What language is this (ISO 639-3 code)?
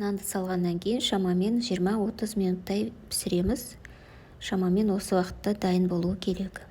kaz